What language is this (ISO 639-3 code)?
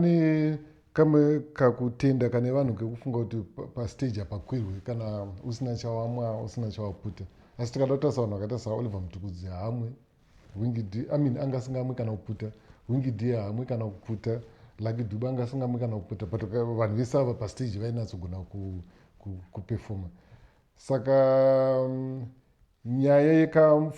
sna